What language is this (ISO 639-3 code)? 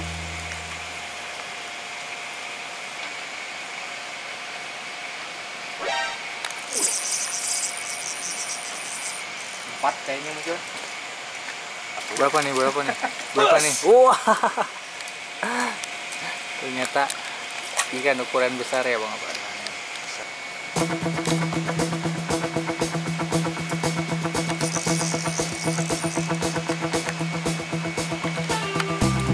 ind